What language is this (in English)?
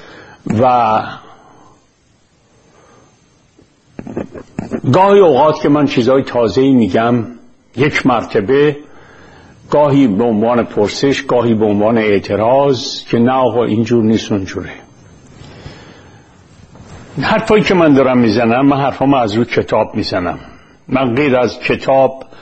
Persian